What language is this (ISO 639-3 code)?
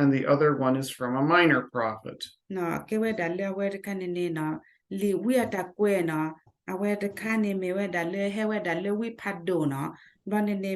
ksw